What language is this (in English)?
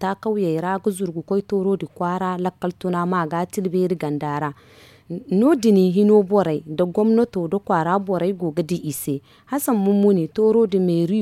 Zarma